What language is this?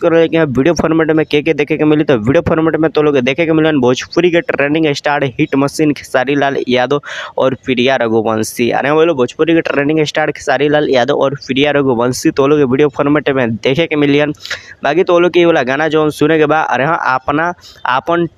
Bhojpuri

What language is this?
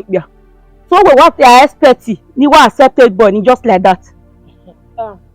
Bini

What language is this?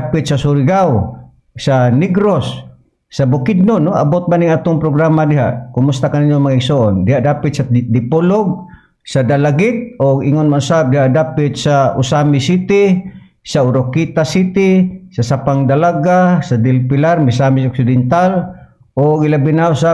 Cebuano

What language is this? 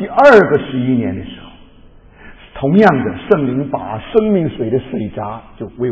Chinese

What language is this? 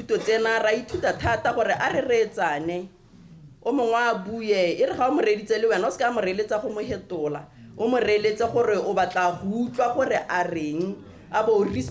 Tswana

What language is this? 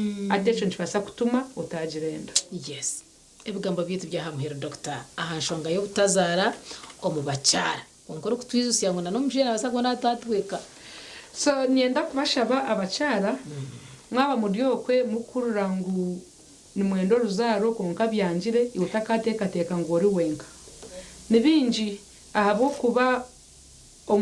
Nyankole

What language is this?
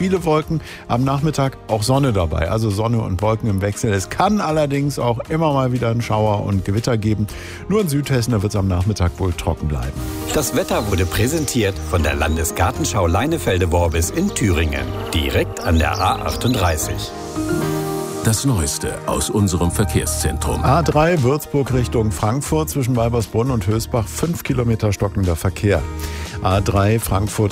German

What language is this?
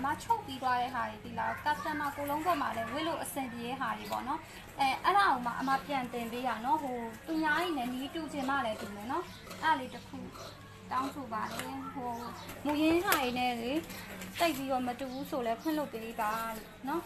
Burmese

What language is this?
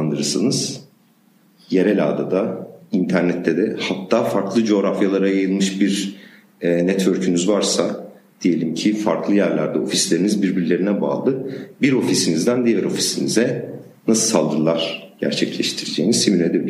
Turkish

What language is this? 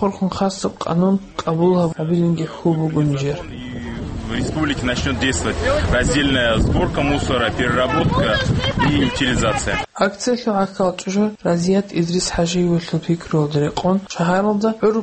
Avaric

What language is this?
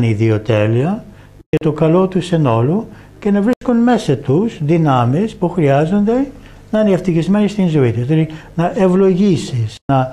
Greek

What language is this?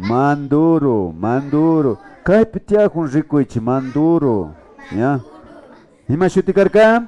Imbabura Highland Quichua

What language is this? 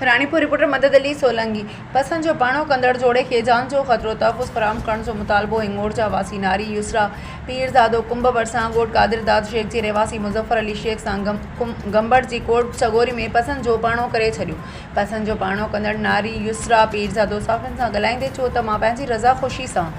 Sindhi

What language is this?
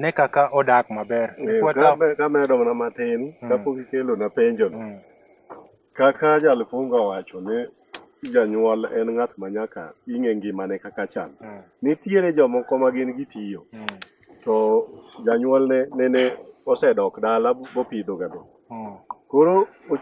Luo (Kenya and Tanzania)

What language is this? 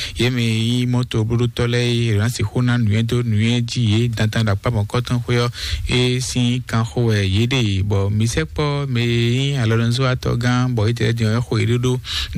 Fon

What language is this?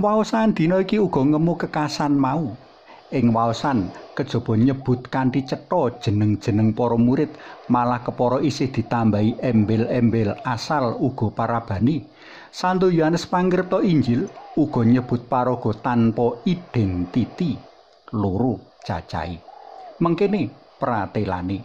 Javanese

